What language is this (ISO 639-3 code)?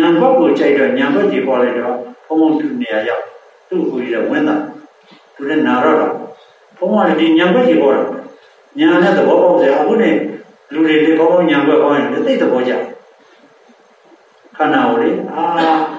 mya